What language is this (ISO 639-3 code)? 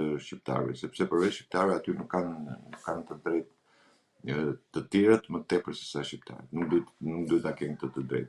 sqi